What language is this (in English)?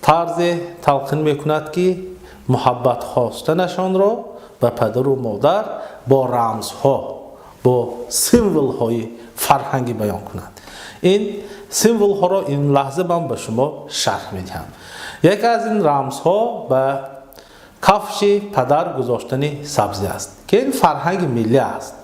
Tajik